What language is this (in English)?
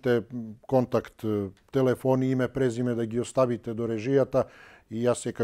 Macedonian